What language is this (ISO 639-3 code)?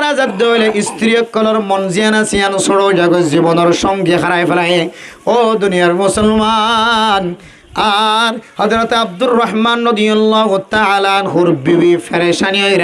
rhg